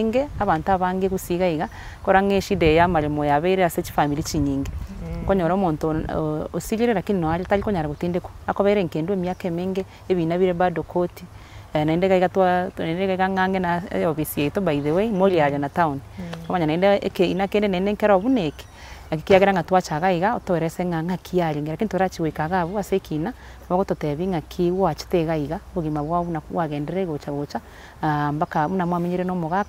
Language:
Gusii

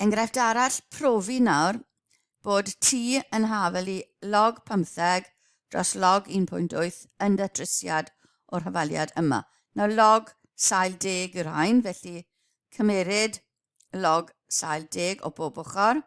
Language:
Welsh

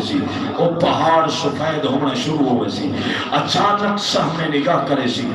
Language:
Saraiki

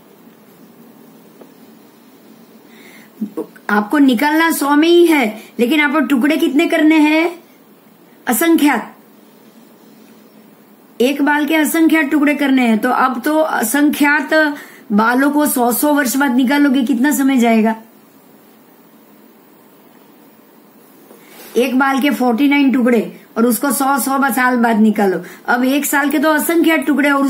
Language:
Hindi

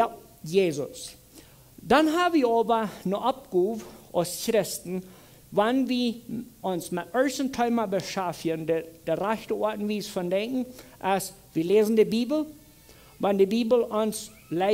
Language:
Plautdietsch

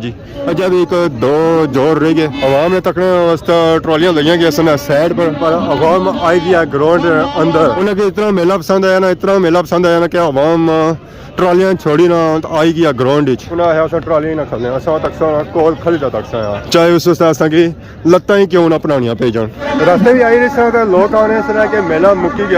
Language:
Pahari-Potwari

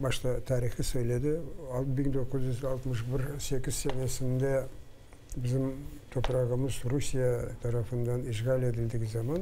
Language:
Crimean Tatar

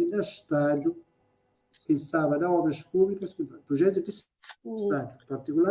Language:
Kabuverdianu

